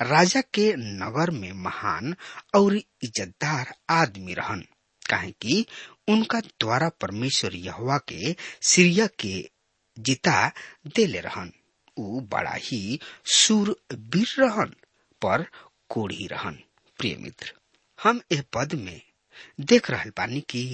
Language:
Bhojpuri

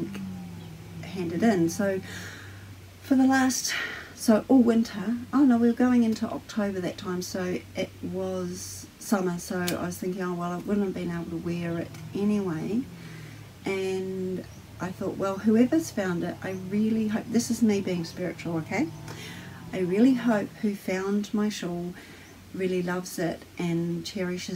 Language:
English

